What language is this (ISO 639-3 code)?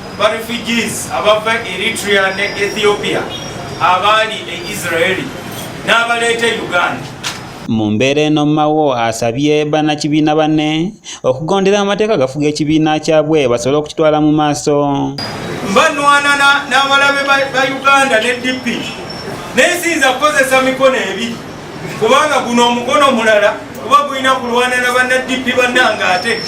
lug